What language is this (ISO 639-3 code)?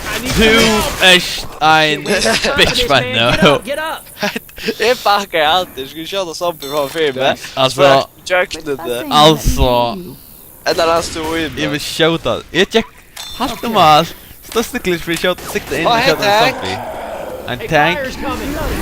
fao